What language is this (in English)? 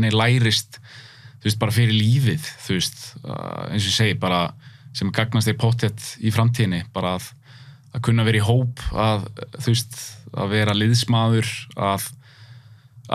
Icelandic